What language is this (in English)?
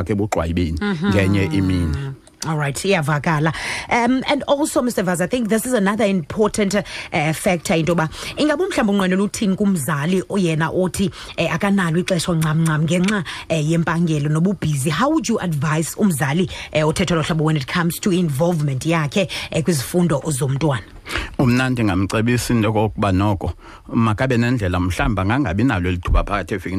Xhosa